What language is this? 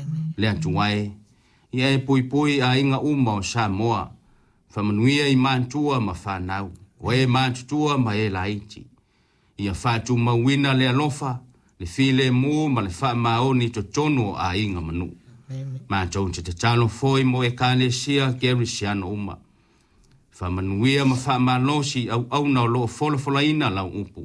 Samoan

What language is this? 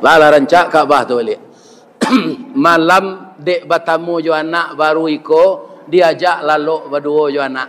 Minangkabau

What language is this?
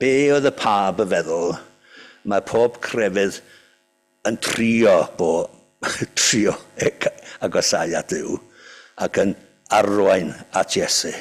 Welsh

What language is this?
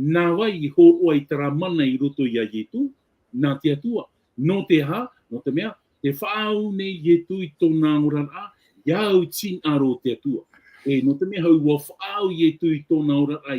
Tahitian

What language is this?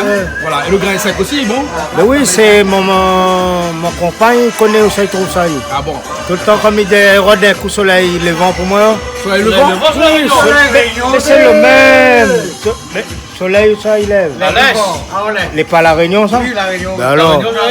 Réunion Creole French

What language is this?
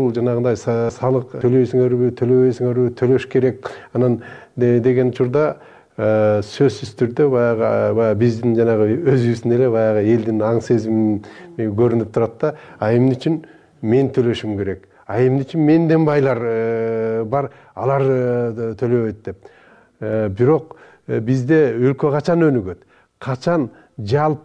Kyrgyz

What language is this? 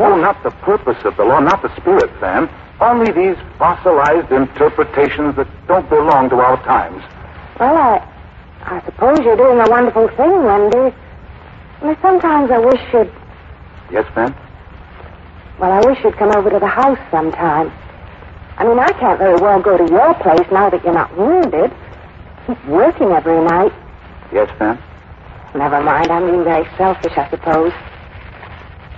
English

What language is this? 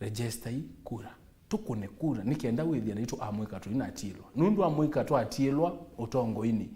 Kamba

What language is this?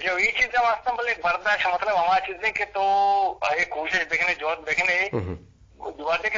Eastern Balochi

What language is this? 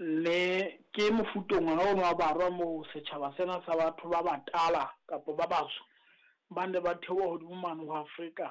Southern Sotho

